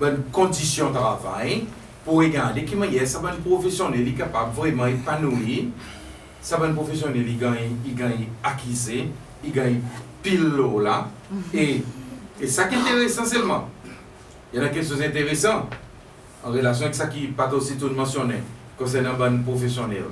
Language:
Seselwa Creole French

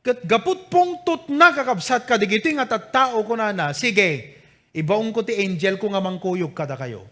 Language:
Iloko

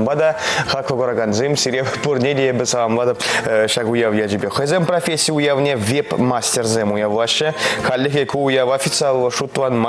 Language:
Chuvash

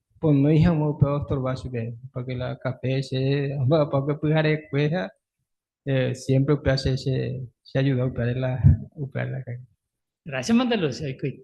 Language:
Guarani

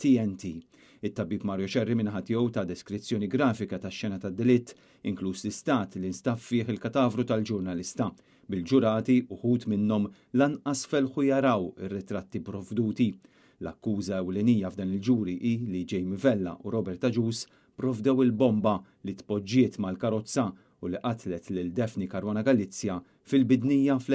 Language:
Maltese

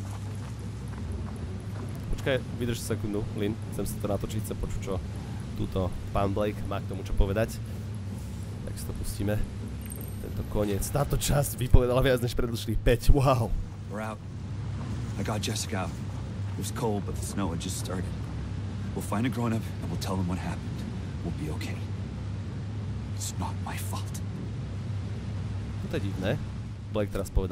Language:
Slovak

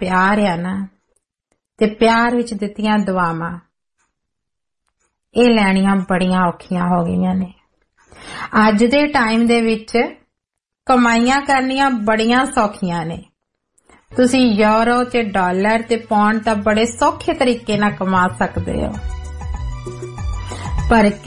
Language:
Punjabi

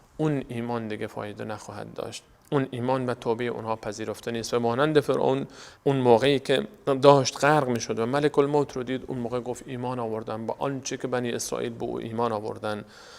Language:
Persian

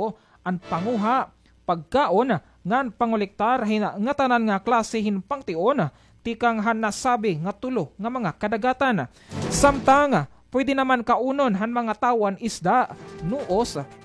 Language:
Waray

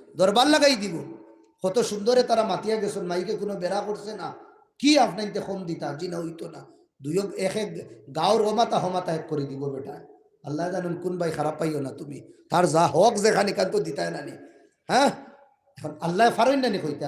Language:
Sylheti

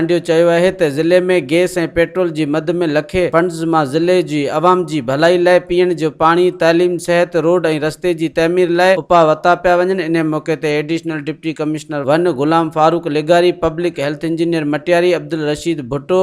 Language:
Sindhi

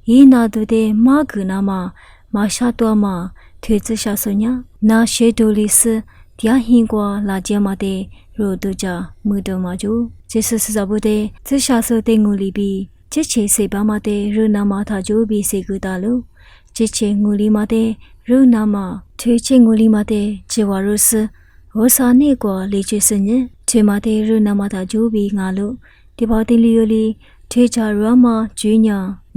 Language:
Lisu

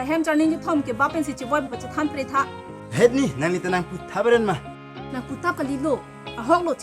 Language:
Karbi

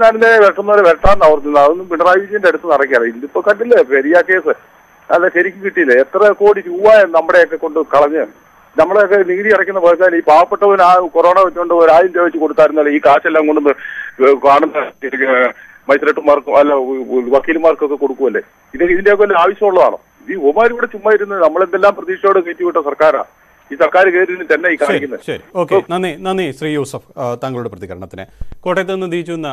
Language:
Malayalam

